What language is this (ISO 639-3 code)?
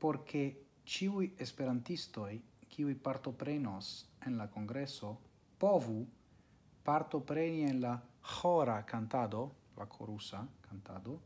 epo